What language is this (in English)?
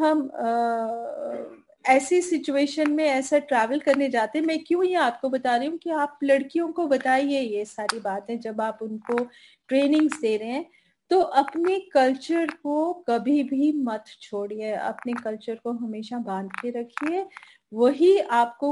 Hindi